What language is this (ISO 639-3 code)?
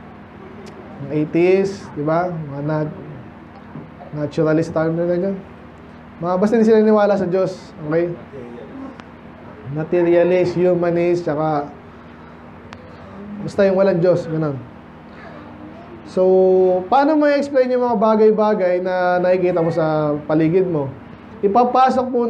fil